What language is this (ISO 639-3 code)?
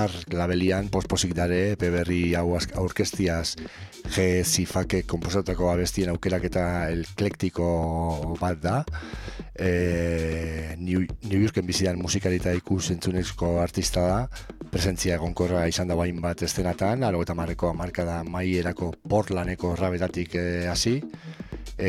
eus